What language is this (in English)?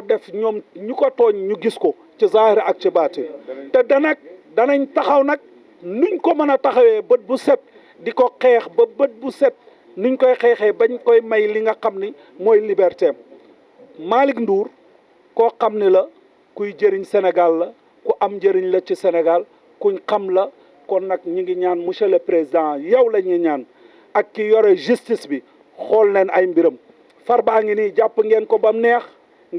Wolof